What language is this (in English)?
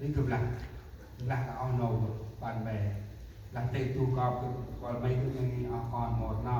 Central Mnong